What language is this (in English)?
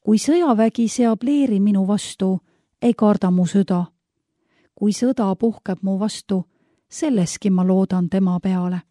Estonian